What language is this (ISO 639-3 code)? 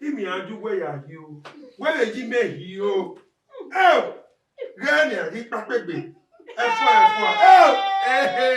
bin